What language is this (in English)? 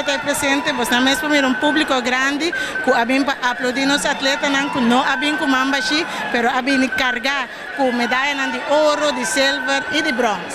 Papiamento